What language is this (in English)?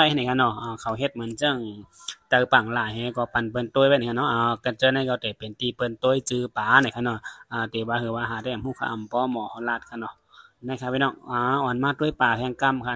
Shan